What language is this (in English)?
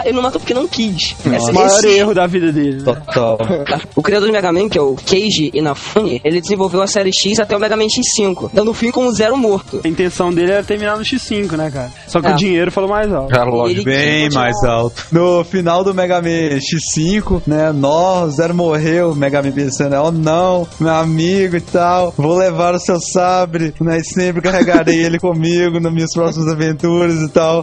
Portuguese